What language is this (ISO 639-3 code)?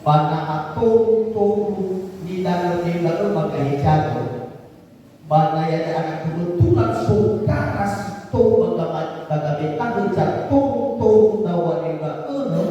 nia